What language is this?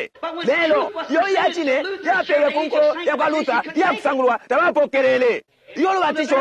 Bemba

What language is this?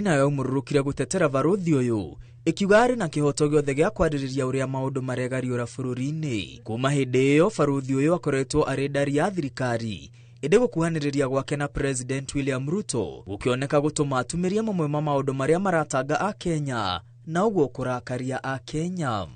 Kikuyu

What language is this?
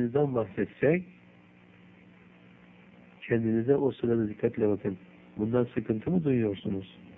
Turkish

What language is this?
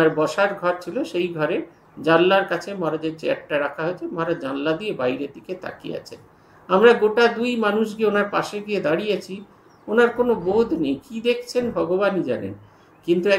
Bangla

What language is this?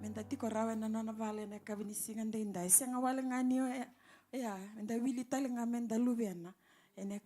Fijian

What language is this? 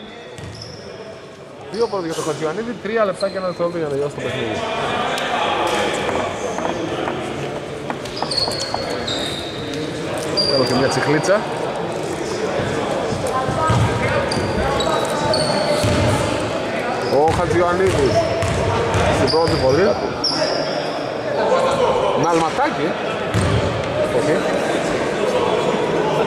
Greek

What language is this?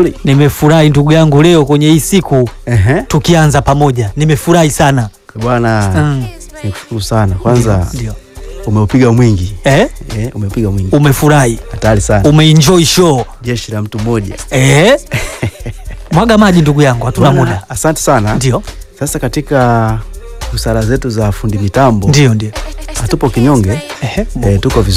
Swahili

